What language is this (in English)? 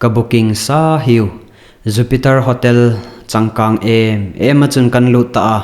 Hmar